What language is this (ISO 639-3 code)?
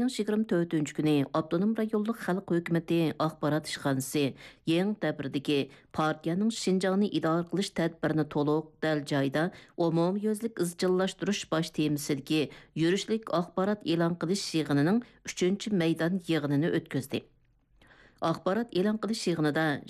uig